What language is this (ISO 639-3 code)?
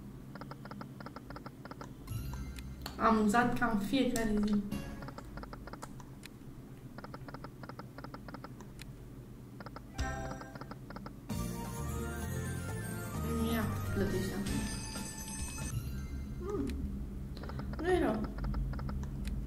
ron